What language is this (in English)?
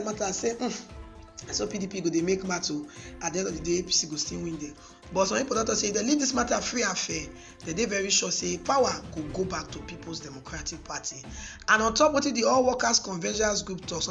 Nigerian Pidgin